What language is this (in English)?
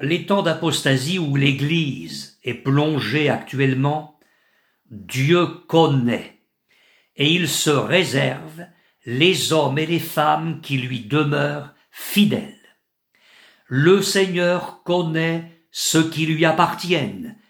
French